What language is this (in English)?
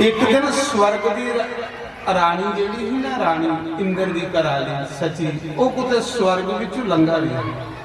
Dogri